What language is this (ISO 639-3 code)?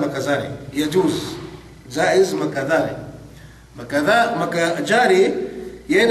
yka